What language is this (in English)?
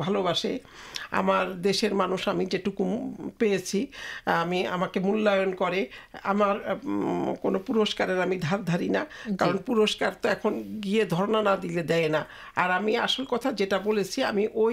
Bangla